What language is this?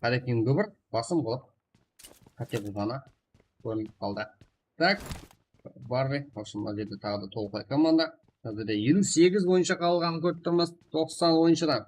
Kara-Kalpak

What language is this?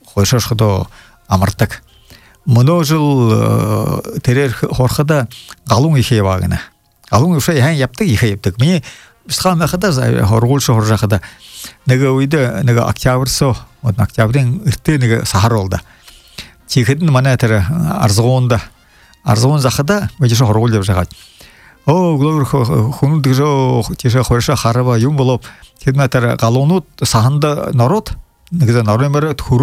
Buriat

